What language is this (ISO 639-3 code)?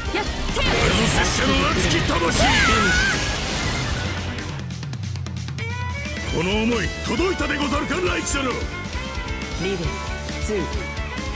jpn